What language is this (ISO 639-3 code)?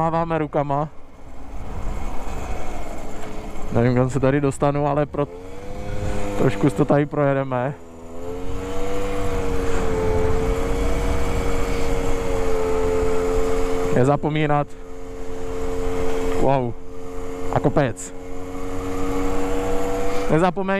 ces